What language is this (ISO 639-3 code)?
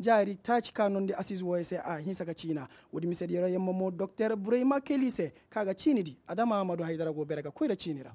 ses